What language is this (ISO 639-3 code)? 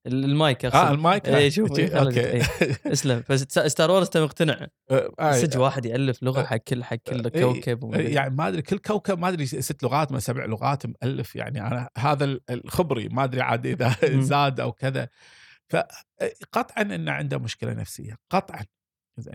afb